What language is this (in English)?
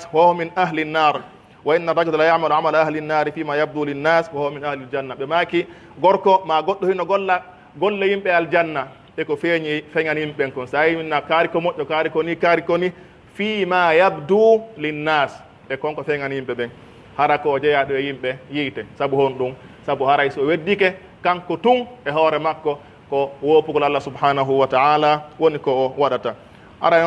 Pular